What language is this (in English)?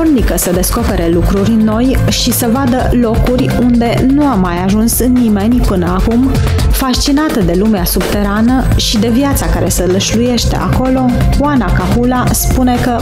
Romanian